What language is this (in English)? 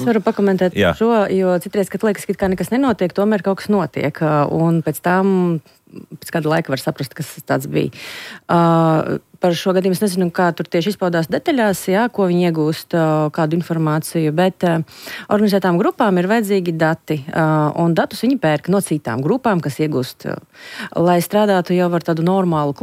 Latvian